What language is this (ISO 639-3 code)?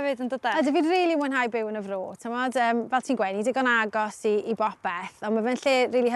cym